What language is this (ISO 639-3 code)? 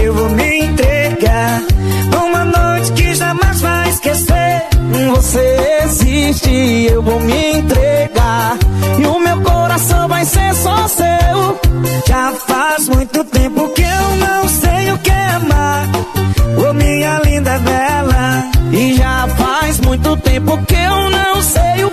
por